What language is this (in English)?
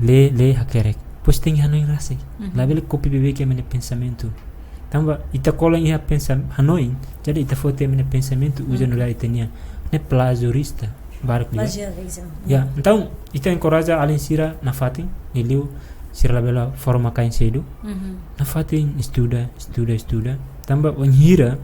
Tetum